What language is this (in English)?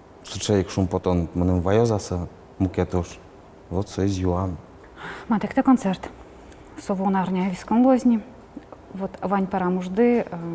Udmurt